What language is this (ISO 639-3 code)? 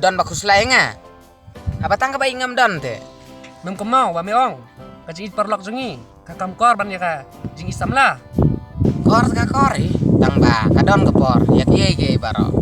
kha